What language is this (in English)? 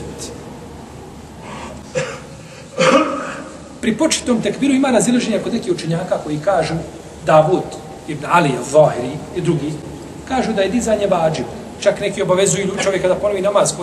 Bosnian